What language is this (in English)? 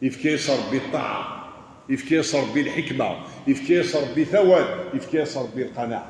Kabyle